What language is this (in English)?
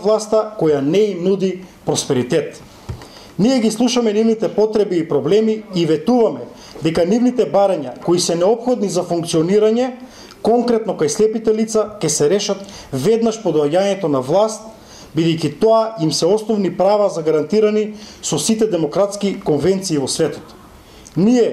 Macedonian